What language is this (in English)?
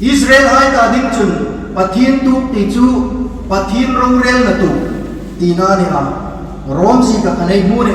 Hmar